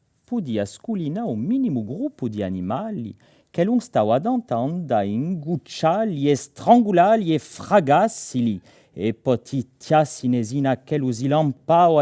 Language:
Corsican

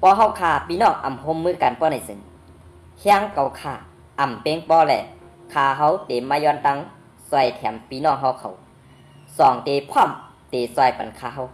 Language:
Shan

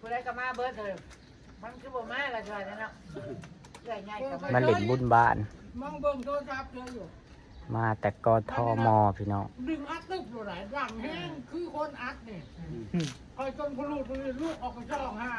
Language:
Northeastern Thai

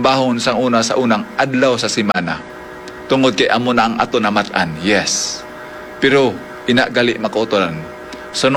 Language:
Hiligaynon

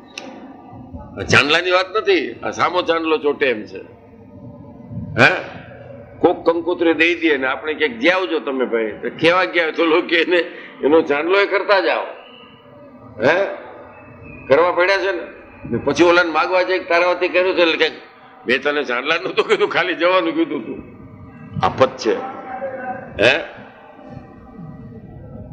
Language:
Gujarati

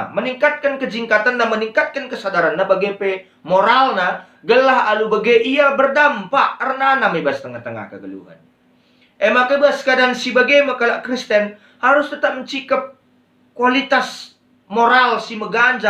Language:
Batak Karo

